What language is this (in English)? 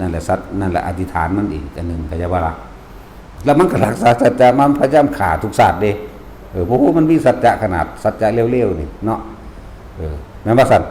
Northeastern Thai